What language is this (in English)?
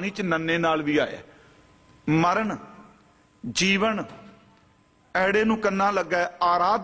Punjabi